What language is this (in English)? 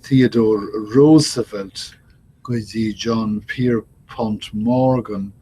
Irish